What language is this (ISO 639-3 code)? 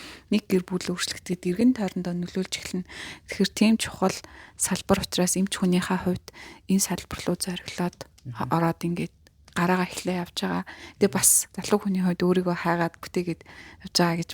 mon